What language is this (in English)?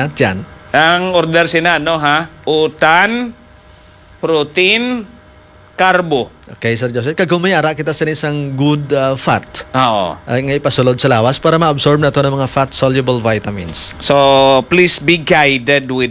Hiligaynon